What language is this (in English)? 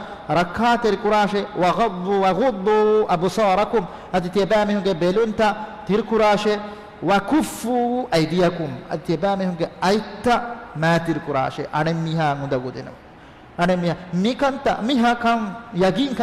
Divehi